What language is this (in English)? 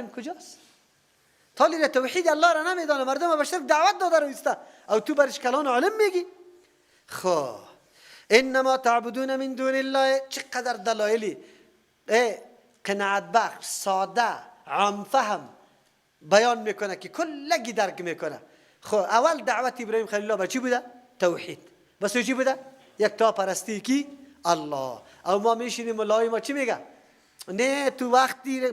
Persian